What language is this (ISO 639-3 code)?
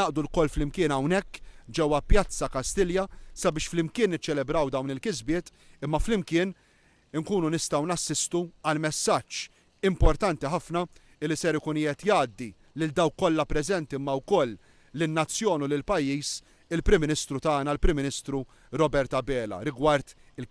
mlt